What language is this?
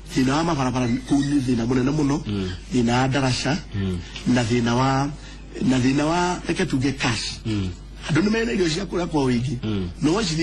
Kikuyu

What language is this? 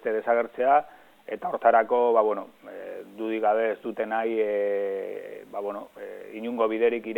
Basque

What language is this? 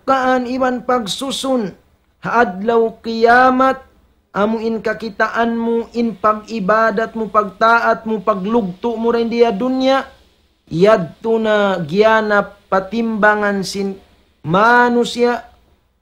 Tausug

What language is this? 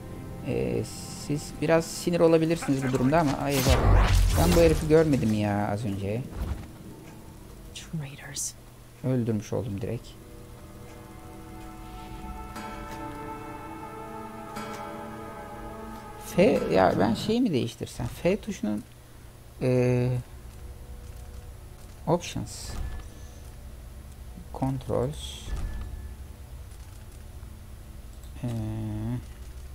Turkish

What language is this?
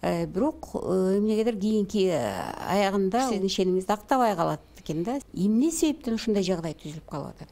Kyrgyz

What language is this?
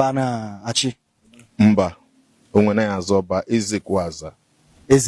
Igbo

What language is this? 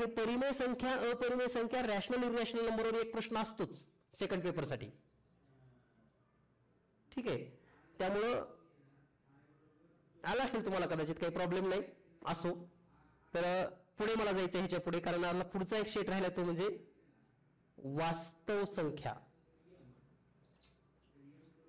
Marathi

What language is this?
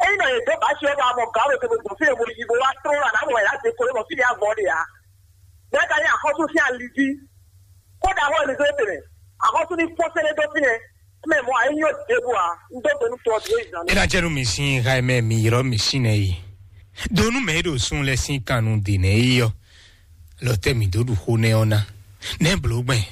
Fon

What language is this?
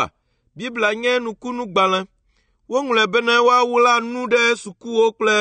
Ewe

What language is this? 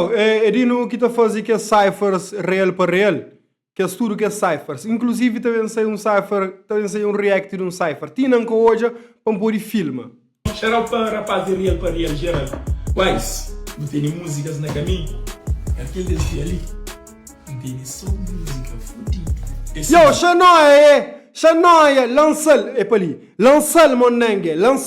Kabuverdianu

